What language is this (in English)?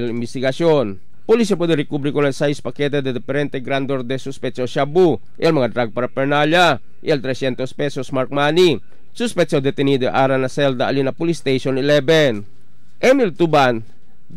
Chavacano